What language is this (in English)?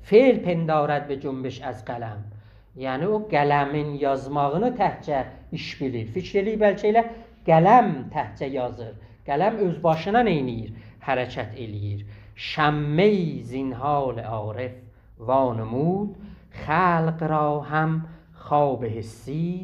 South Azerbaijani